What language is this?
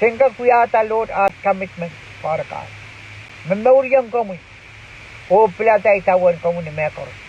Pohnpeian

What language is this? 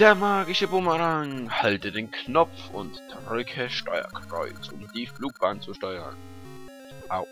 Swiss German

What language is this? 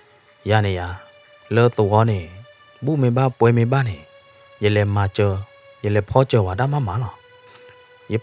S'gaw Karen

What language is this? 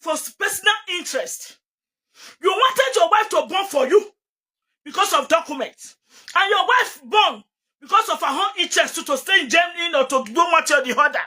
Nigerian Pidgin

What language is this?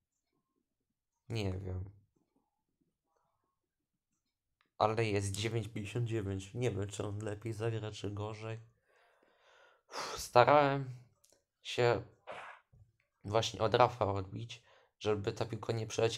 Polish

